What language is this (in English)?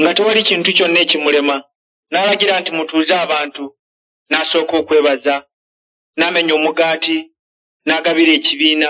Ganda